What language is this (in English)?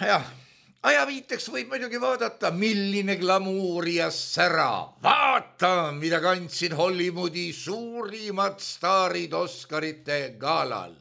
Estonian